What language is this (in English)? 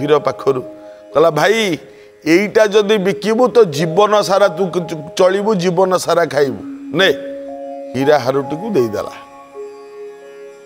Odia